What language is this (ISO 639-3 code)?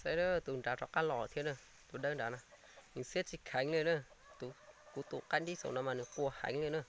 hmn